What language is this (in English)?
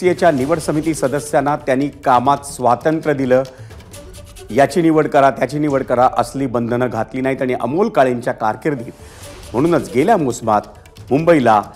Marathi